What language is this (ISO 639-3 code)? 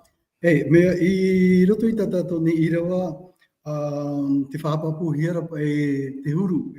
tah